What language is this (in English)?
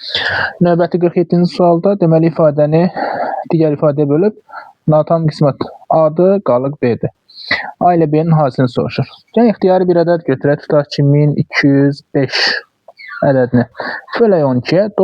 Azerbaijani